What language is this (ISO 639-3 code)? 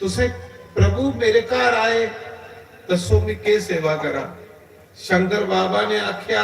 doi